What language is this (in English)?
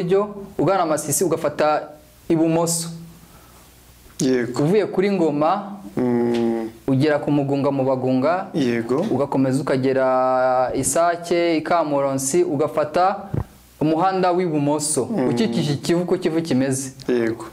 Kinyarwanda